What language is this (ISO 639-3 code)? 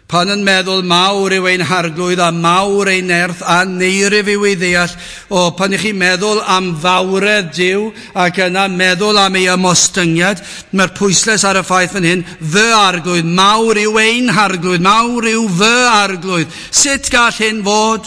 cym